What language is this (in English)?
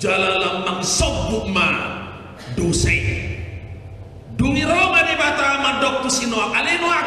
Batak Toba